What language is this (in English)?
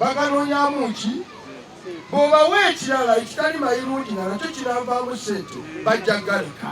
Ganda